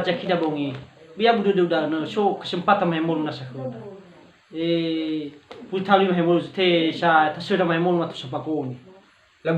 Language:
Nias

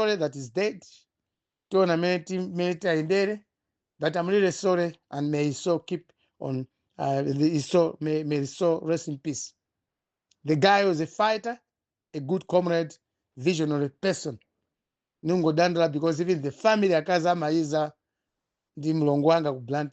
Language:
Nyanja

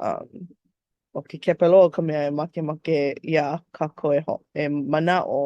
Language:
Hawaiian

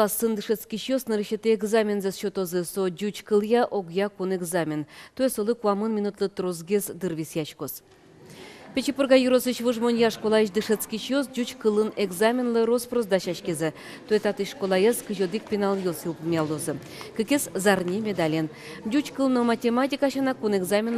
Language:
Udmurt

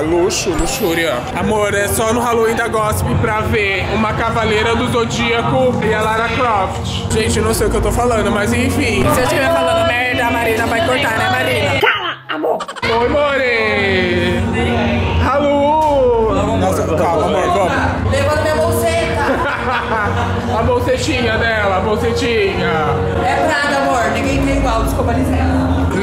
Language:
Portuguese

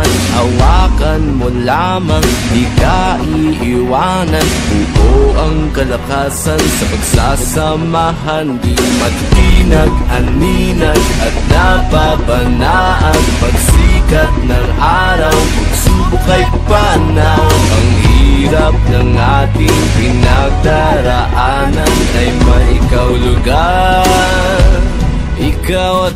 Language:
Filipino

